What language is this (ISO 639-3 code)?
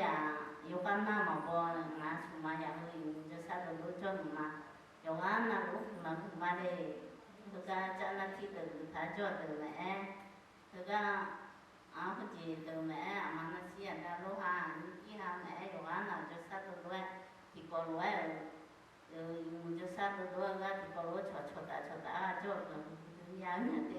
ahk